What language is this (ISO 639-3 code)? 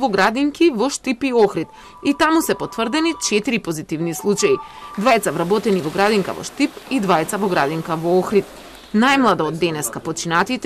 mkd